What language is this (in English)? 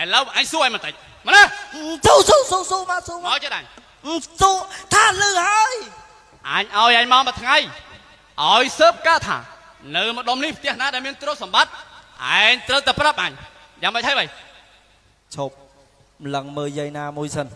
Khmer